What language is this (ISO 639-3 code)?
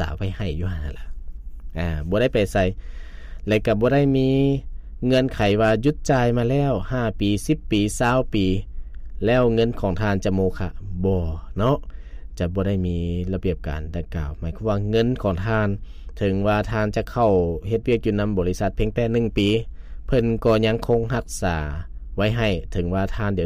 lao